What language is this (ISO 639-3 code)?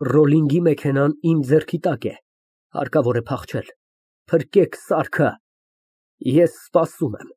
hye